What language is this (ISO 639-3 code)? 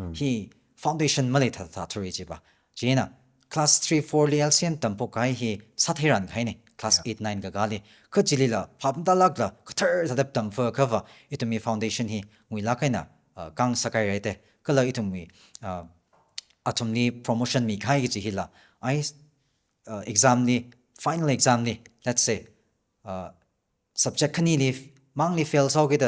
nmf